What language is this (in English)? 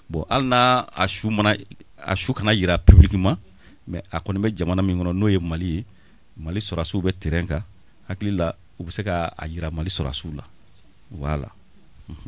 Bambara